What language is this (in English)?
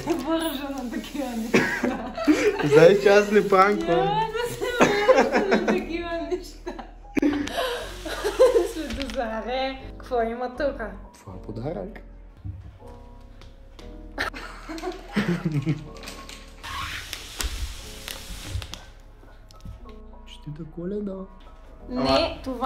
Bulgarian